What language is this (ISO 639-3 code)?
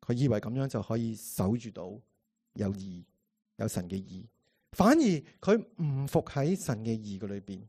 yue